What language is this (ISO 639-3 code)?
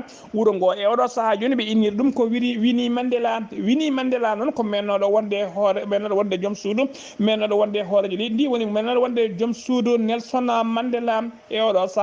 ful